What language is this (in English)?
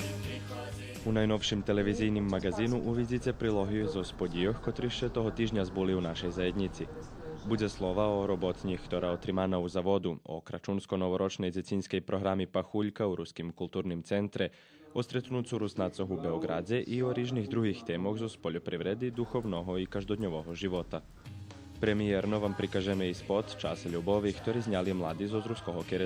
Rusyn